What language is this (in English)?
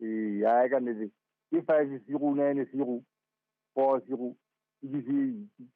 Southern Sotho